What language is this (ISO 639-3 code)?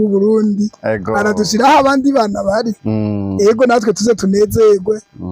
run